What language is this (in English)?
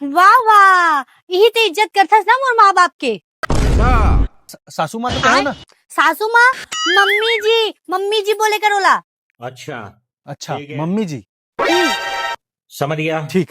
Chhattisgarhi